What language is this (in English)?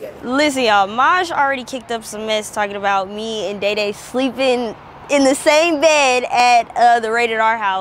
English